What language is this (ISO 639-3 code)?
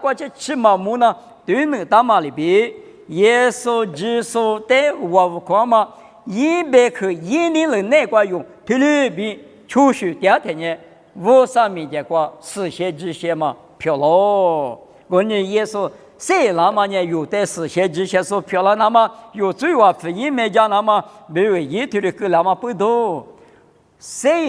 lis